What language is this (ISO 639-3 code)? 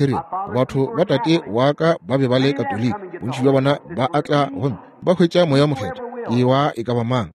nso